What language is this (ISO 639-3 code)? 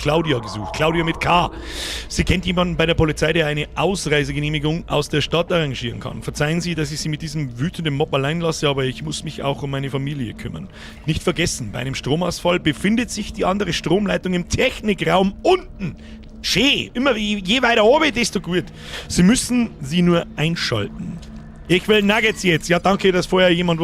bar